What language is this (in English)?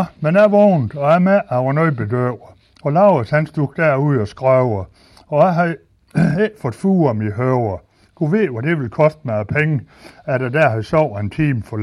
Danish